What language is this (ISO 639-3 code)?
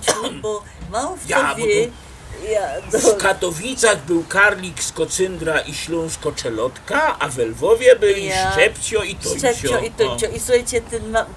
szl